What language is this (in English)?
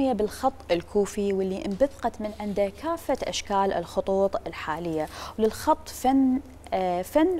Mesopotamian Arabic